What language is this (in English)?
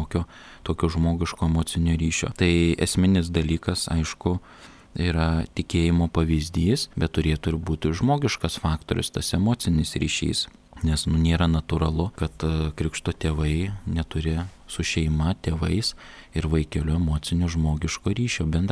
Lithuanian